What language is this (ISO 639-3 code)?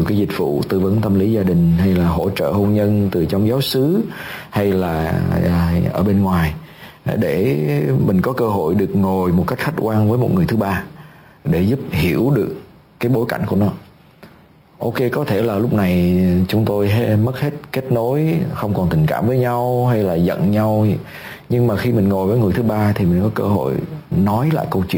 vie